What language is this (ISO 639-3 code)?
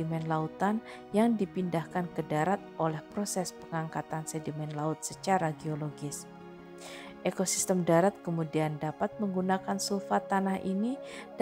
ind